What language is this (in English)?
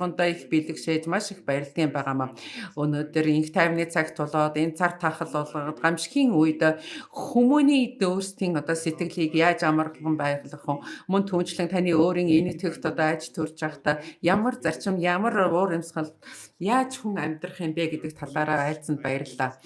Mongolian